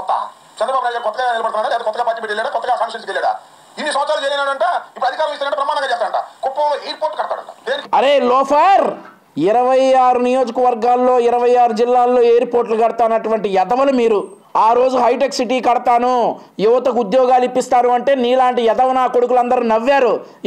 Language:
Telugu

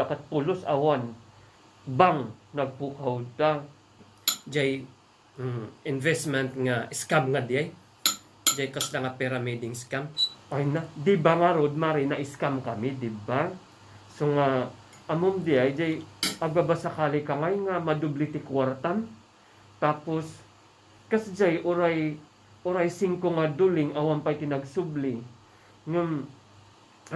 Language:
Iloko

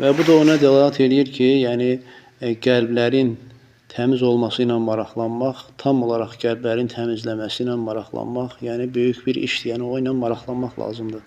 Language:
Azerbaijani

